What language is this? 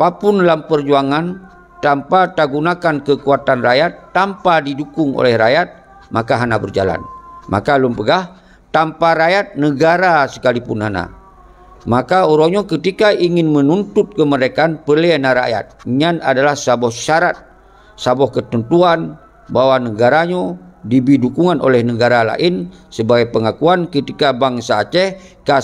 Achinese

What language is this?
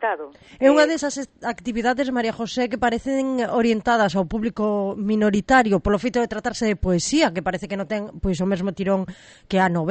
Galician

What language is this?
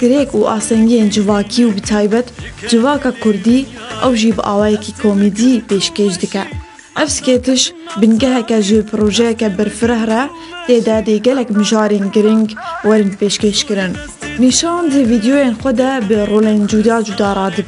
Kurdish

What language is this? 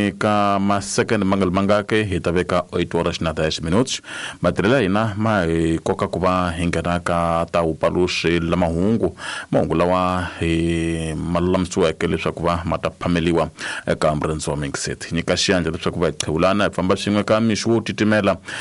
Tsonga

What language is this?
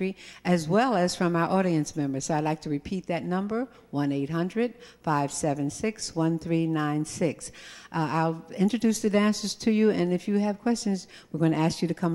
English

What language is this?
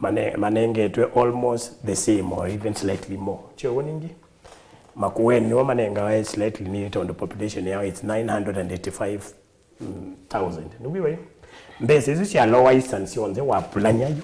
Kamba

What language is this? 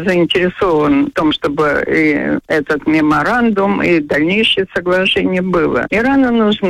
Russian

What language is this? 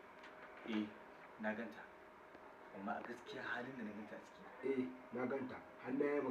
Hausa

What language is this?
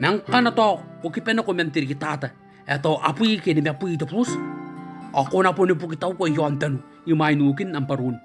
Gilbertese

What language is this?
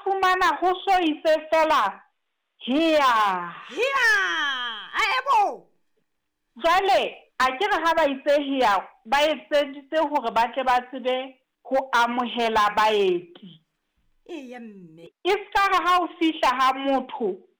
Southern Sotho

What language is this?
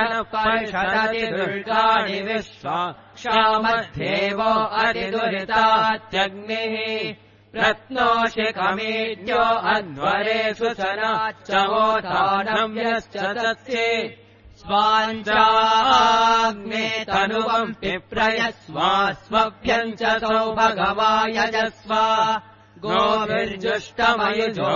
Sanskrit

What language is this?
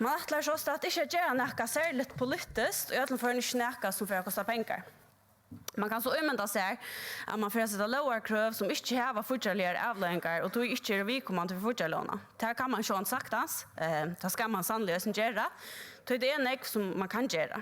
Faroese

